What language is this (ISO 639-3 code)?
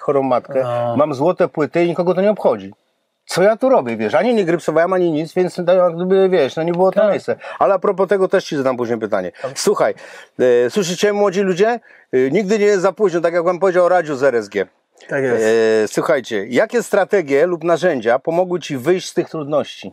pol